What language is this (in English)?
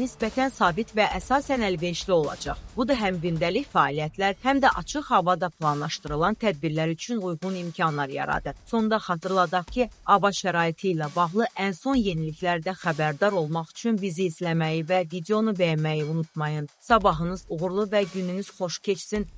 Azerbaijani